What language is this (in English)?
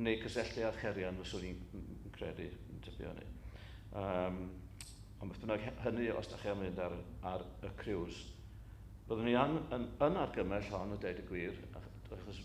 Welsh